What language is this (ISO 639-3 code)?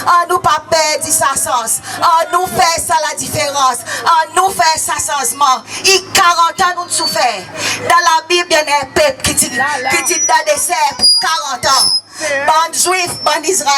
crs